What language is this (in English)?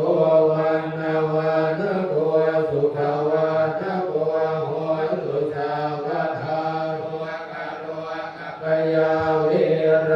Pali